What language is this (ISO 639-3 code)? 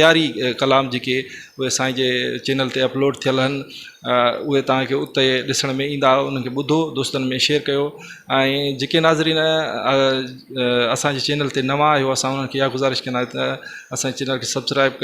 snd